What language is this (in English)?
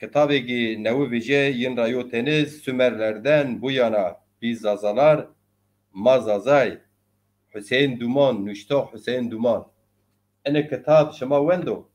Zaza